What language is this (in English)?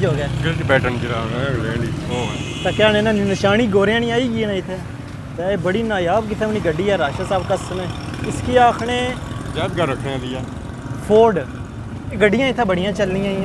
Pahari-Potwari